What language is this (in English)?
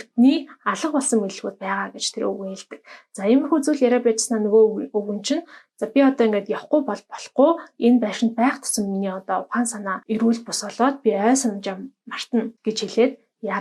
Mongolian